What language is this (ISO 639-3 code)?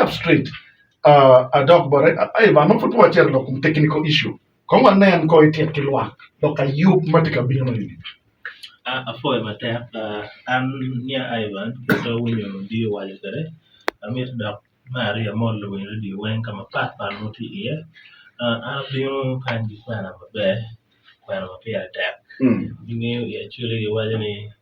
ach